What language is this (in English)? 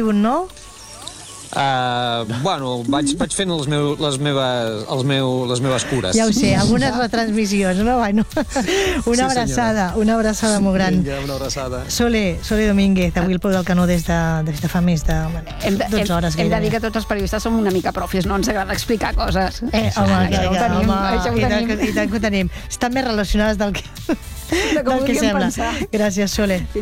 Catalan